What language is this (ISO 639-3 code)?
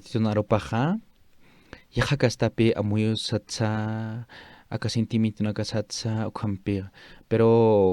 aym